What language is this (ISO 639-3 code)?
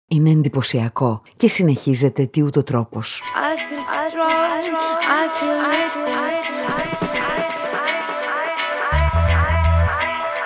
ell